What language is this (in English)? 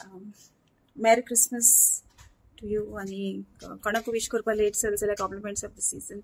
Konkani